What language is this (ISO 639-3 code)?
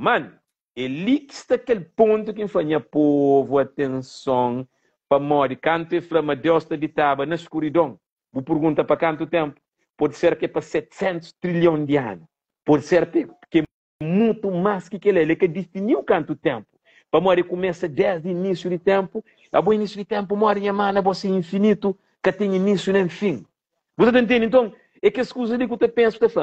kea